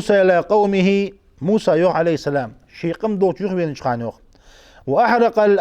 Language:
Ingush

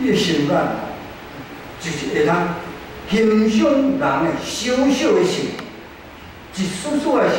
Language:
Min Nan Chinese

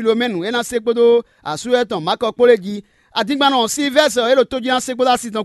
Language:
Fon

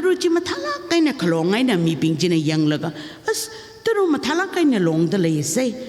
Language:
Tangkhul Naga (India)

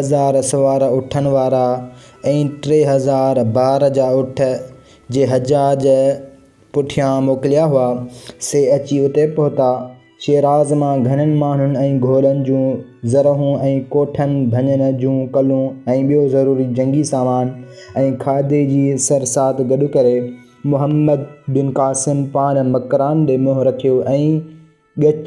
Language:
Sindhi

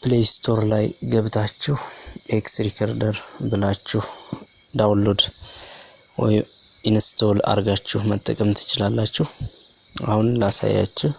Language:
Amharic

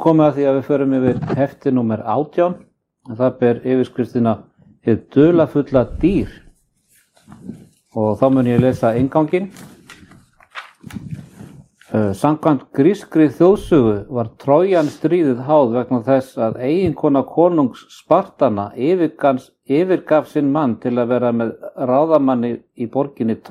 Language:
Icelandic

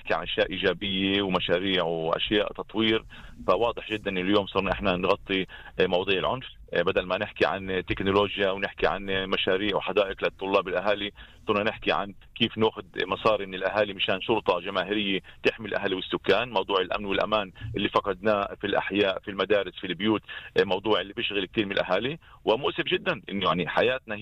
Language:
North Levantine Arabic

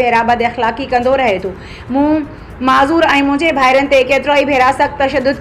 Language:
Sindhi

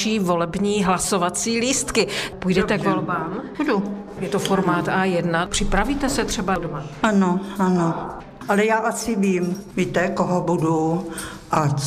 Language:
Czech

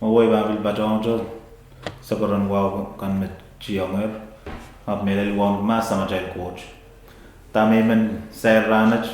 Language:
Pohnpeian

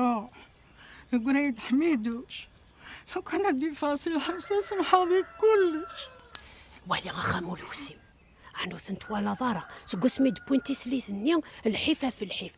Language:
Kabyle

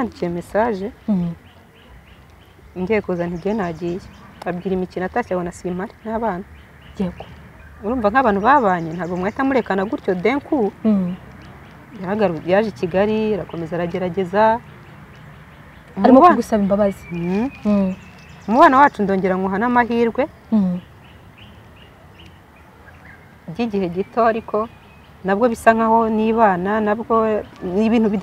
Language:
Kinyarwanda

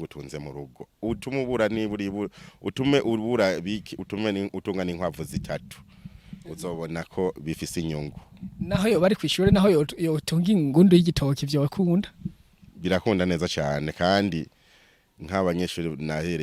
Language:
Rundi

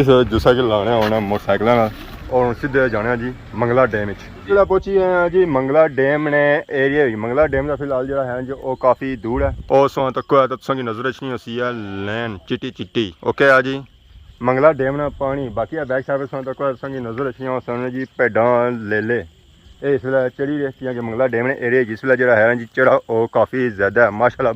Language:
Pahari-Potwari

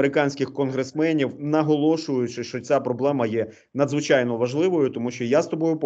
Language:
Ukrainian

